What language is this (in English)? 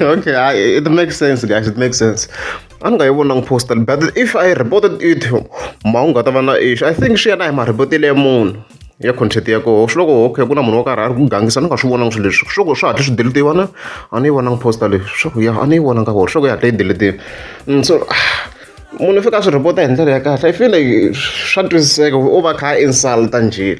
Tsonga